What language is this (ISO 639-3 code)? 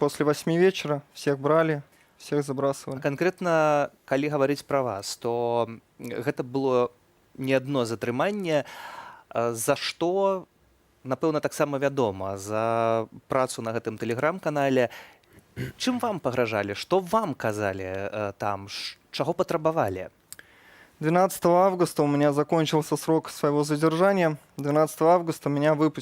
bel